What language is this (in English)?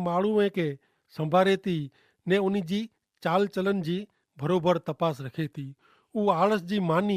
Kachhi